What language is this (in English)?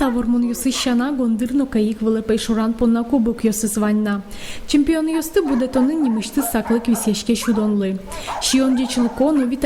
Udmurt